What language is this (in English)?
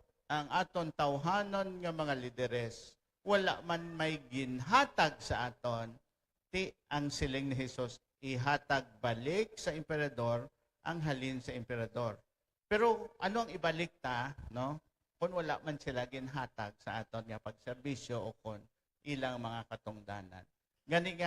Hiligaynon